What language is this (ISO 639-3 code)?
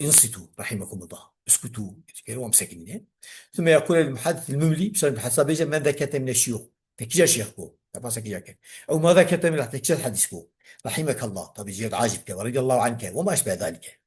kur